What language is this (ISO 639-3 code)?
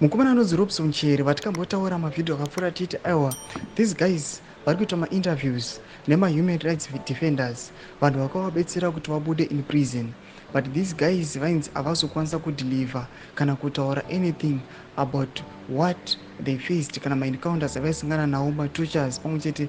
sna